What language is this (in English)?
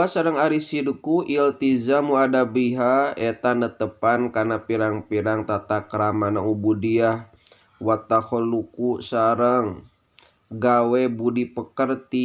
Sundanese